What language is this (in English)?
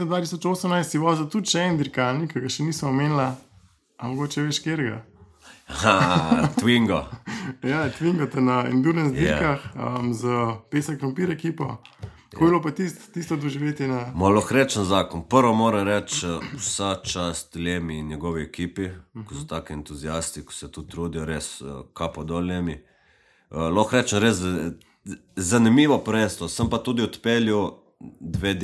Slovenian